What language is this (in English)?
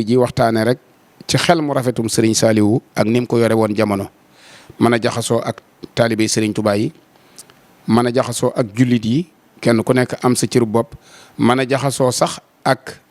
Wolof